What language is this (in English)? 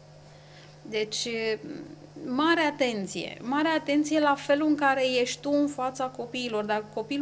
Romanian